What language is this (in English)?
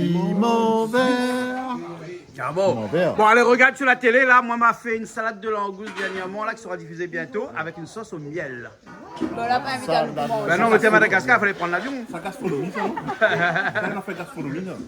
Réunion Creole French